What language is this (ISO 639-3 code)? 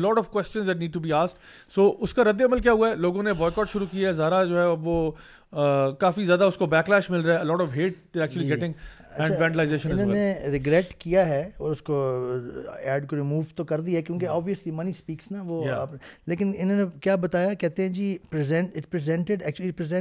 urd